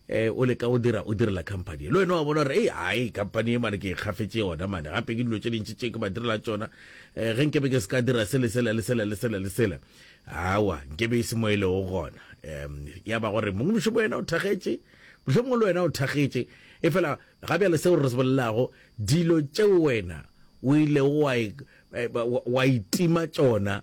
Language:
Northern Sotho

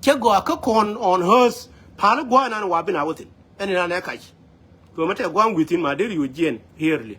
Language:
Nuer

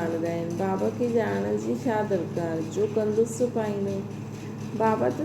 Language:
Sindhi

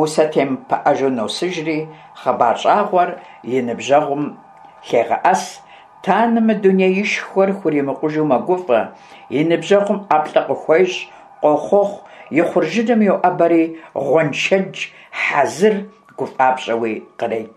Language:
Kabardian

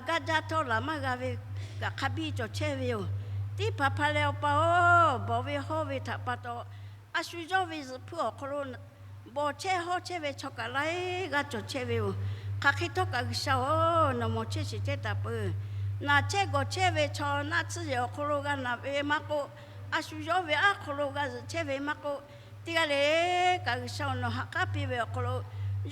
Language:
Lahu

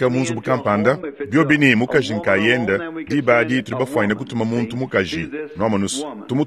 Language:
Luba-Lulua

